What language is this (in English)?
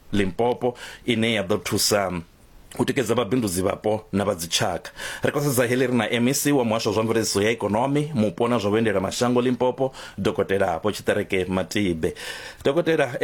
Venda